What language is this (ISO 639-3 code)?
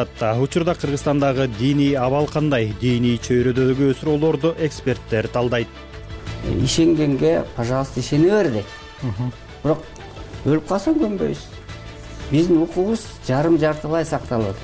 kir